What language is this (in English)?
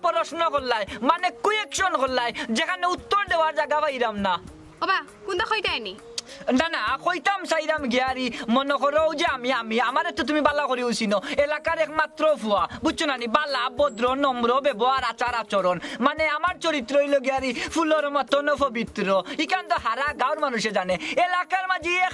Sylheti